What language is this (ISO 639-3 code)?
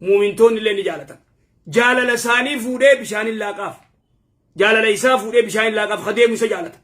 orm